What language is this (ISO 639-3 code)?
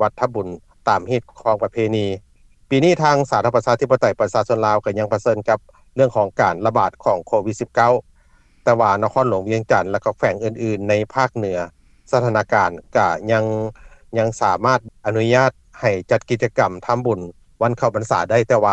lao